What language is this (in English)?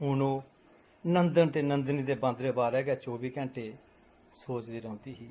Dogri